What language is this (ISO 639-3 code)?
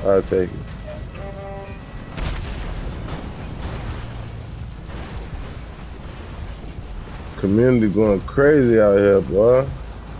eng